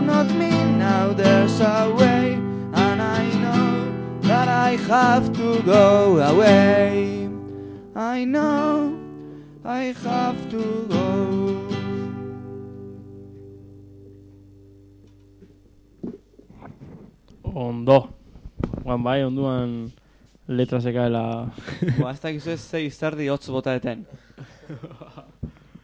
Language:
Basque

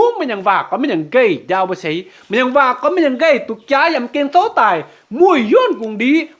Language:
Kim Mun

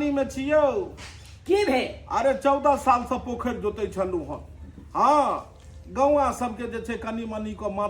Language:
Maithili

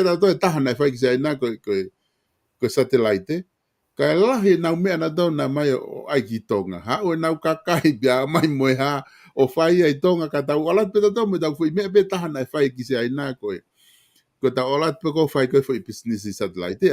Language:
Tongan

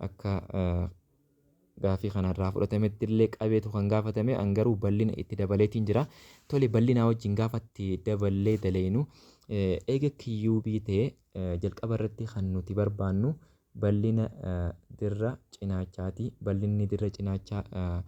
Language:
Oromo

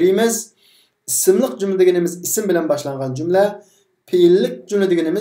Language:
Uyghur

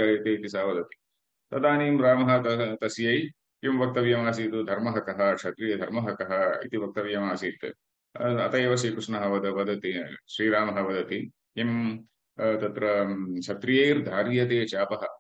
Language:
Sanskrit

